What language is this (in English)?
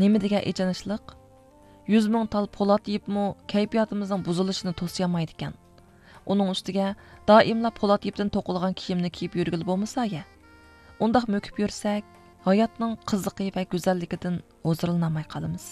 Uyghur